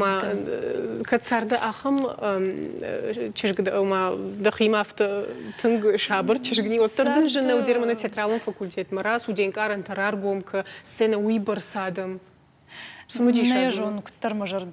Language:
Ossetic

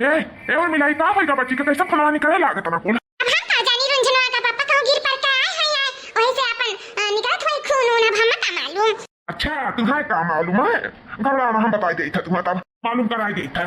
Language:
Awadhi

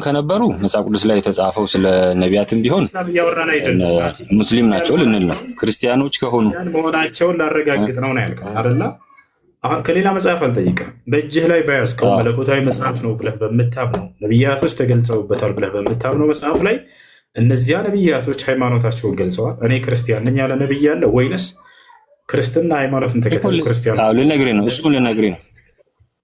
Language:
Amharic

